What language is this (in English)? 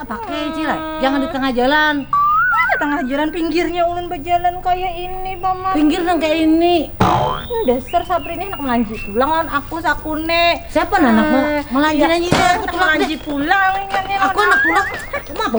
Banjar